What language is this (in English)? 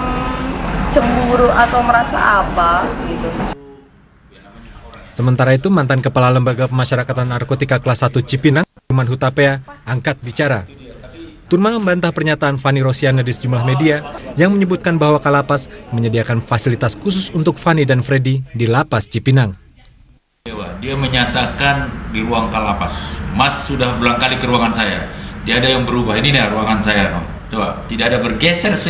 Indonesian